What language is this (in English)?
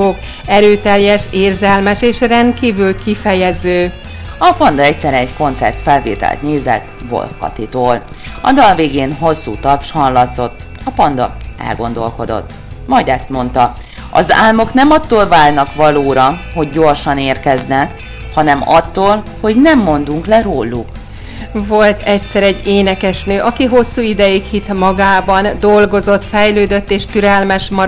Hungarian